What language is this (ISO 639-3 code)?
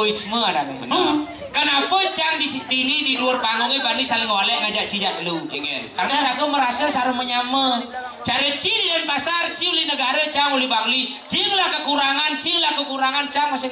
ban